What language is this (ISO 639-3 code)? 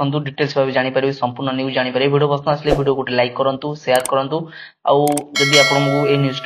ori